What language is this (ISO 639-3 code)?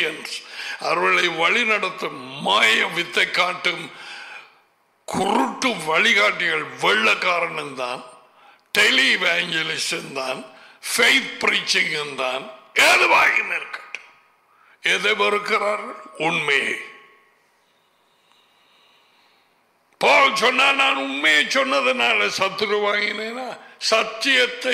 tam